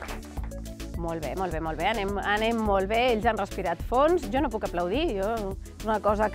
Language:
Catalan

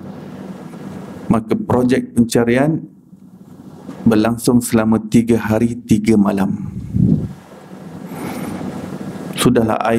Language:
Malay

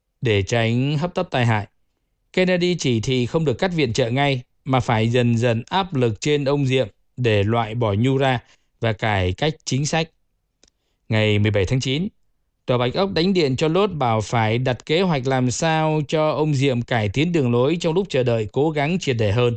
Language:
Vietnamese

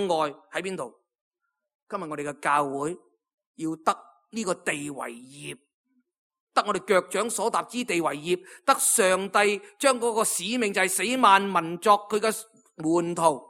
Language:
Cantonese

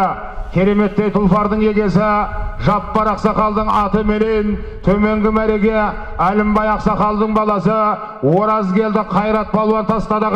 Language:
Kazakh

